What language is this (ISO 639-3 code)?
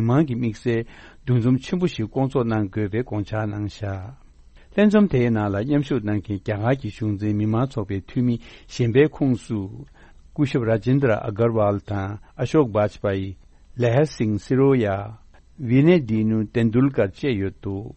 bod